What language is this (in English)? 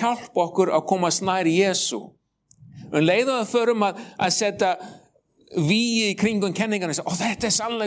Icelandic